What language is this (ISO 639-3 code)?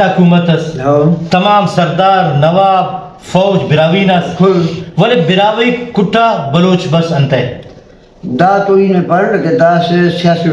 brh